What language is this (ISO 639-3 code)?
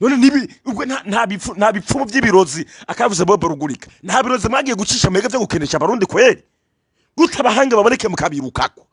run